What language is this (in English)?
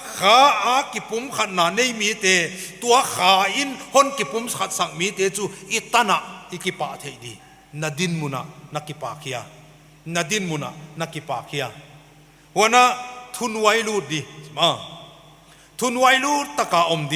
Paite Chin